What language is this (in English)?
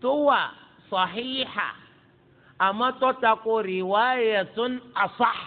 Yoruba